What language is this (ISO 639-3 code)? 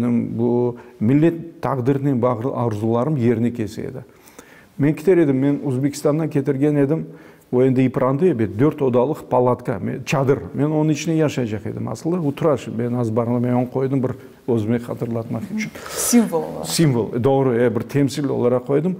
crh